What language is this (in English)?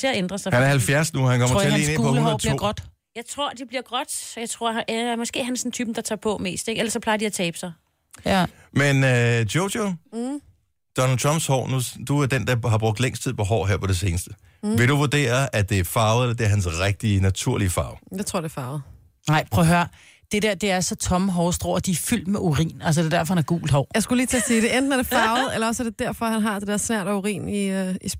Danish